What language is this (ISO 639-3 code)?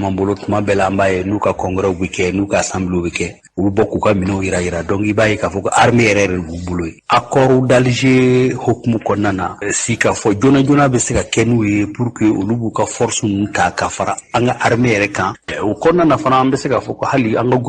bam